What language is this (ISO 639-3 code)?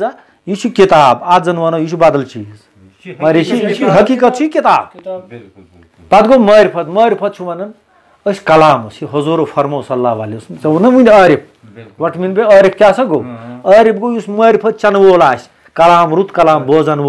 kas